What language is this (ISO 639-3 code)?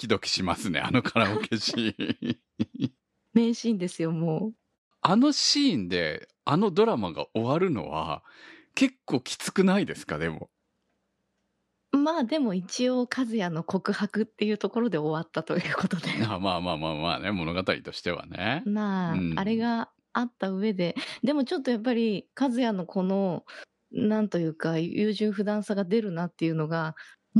jpn